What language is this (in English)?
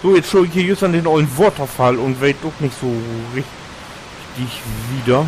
Low German